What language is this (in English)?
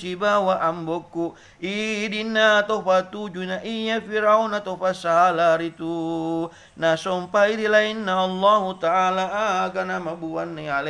Buginese